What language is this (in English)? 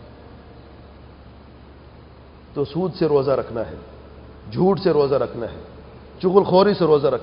Urdu